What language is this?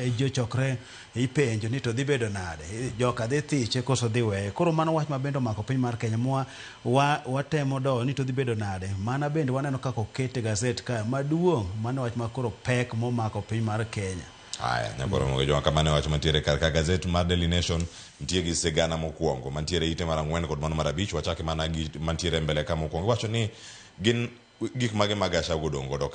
Luo (Kenya and Tanzania)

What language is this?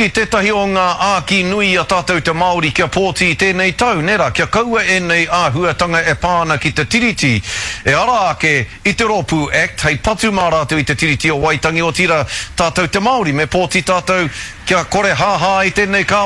Māori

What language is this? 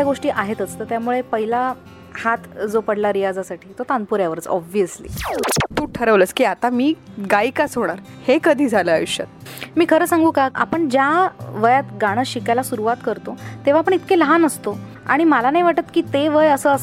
Marathi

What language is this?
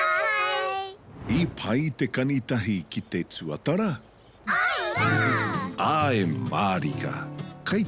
Māori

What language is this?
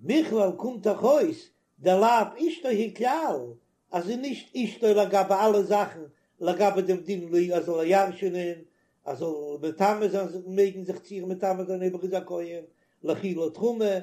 Yiddish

